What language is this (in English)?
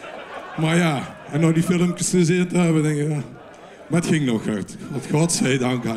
Limburgish